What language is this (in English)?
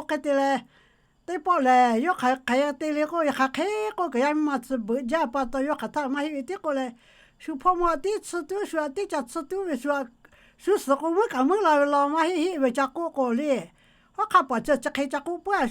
Lahu